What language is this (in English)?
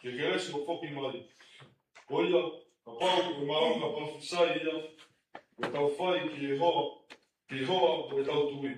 Tongan